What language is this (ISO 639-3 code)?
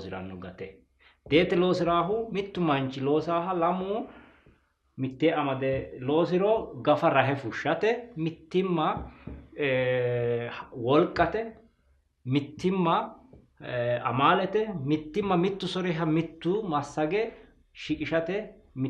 sid